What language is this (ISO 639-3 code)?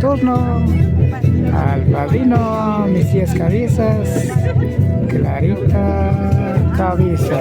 qvi